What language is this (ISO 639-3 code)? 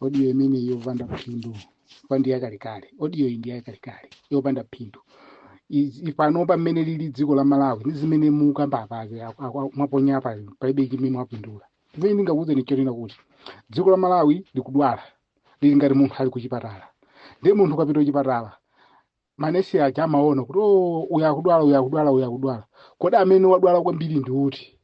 nya